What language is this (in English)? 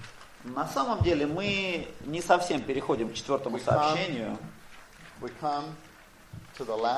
Russian